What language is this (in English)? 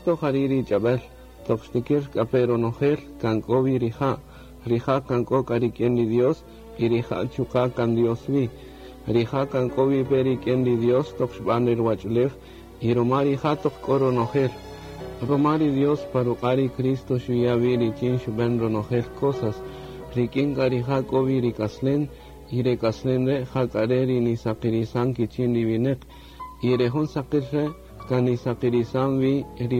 Kaqchikel